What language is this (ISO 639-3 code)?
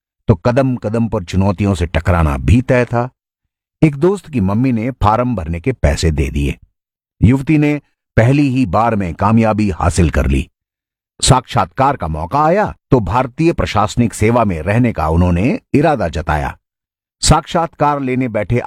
hin